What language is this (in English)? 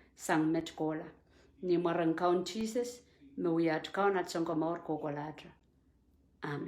Pohnpeian